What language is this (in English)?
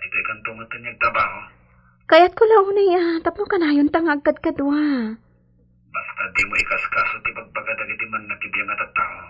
Iloko